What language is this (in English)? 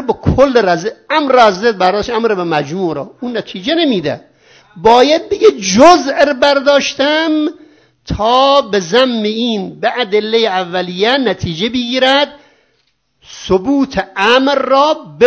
Persian